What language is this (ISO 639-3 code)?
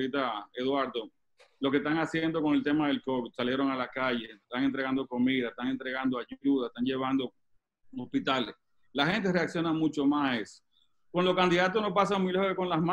spa